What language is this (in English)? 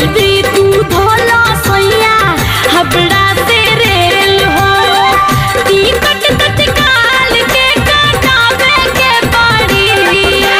Bhojpuri